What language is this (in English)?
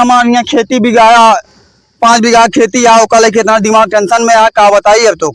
Awadhi